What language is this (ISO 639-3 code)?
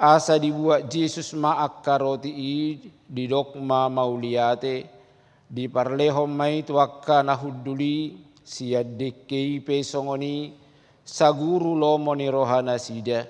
bbc